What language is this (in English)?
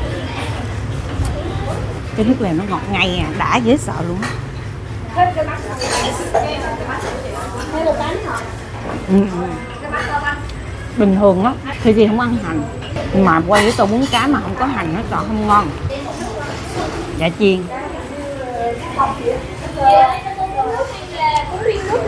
Vietnamese